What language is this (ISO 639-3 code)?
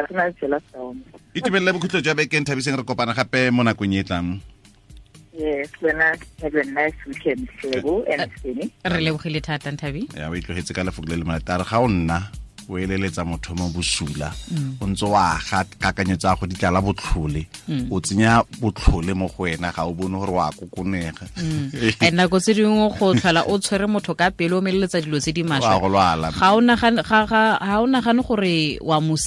tsn